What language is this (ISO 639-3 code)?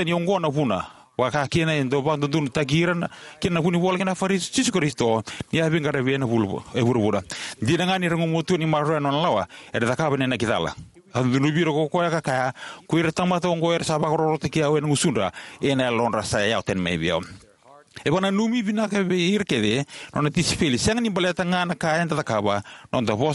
fij